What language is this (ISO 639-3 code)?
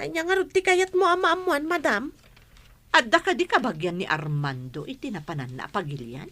ilo